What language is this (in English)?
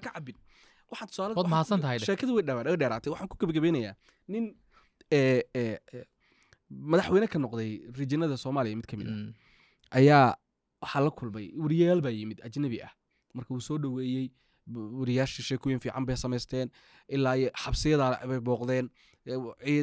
Somali